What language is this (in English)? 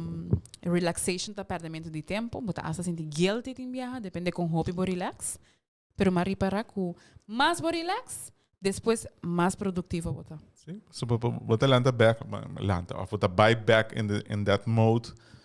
Papiamento